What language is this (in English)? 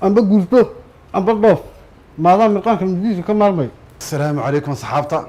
Somali